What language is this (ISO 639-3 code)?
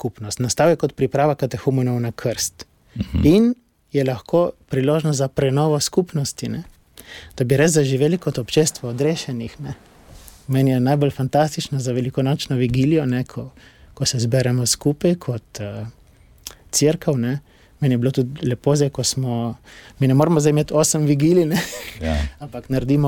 slv